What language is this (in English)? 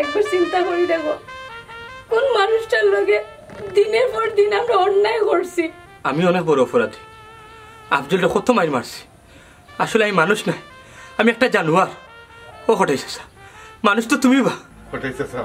Sylheti